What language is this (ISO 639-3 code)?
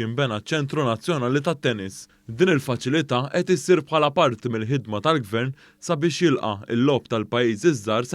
mlt